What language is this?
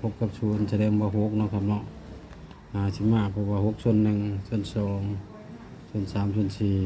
Northeastern Thai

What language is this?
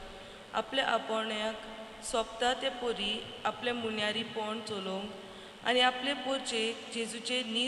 Konkani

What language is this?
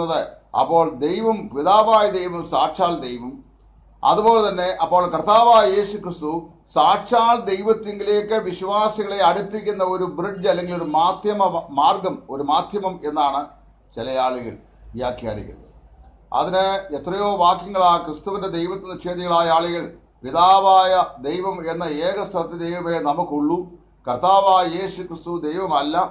Malayalam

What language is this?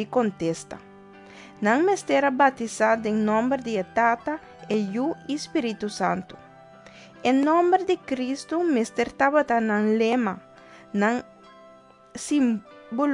Papiamento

